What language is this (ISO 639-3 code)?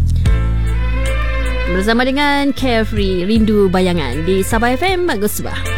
msa